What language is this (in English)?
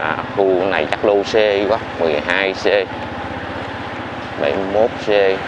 Vietnamese